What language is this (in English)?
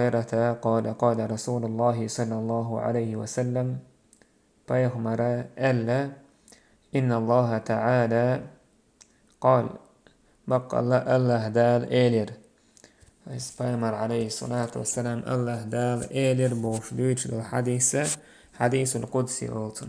Chechen